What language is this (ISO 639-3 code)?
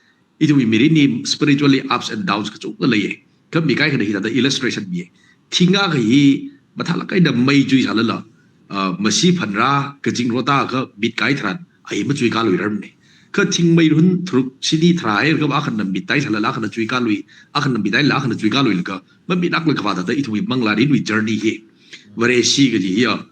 nmf